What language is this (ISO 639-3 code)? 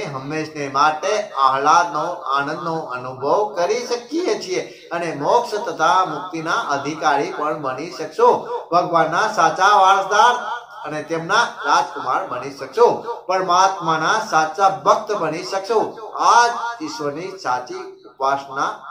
guj